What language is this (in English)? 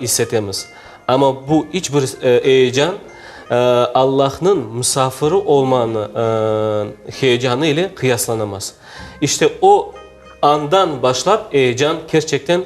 Crimean Tatar